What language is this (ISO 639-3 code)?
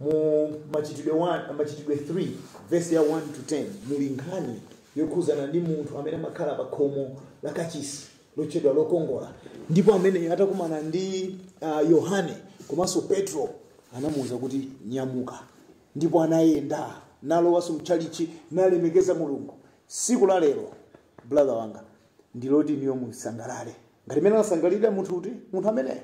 nya